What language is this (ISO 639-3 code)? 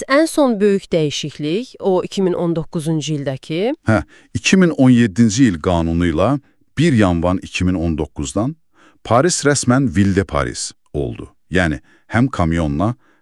aze